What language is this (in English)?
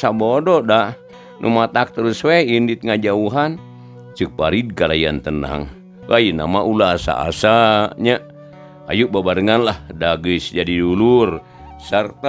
Sundanese